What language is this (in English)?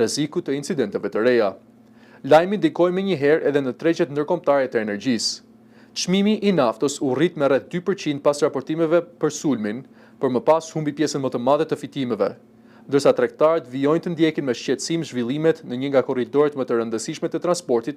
Albanian